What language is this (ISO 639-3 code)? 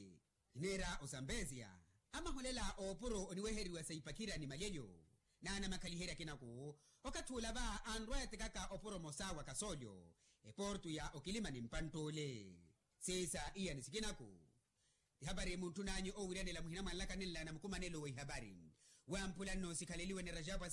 vmw